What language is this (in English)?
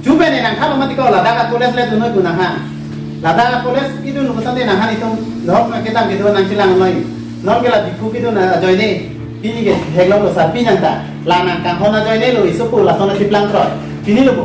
Karbi